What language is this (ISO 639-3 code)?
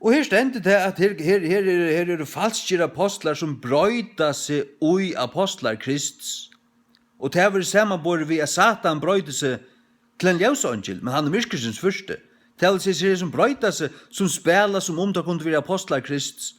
fao